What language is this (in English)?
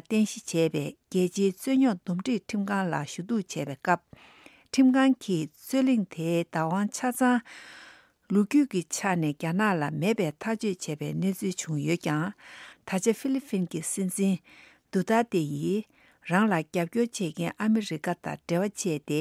Tibetan